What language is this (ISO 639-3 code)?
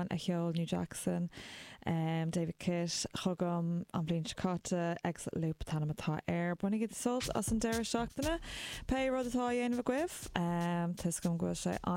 gle